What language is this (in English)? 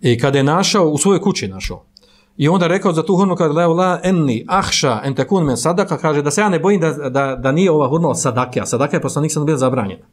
Bosnian